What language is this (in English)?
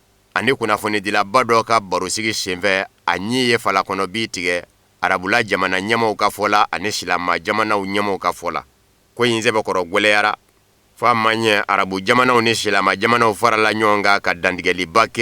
Bambara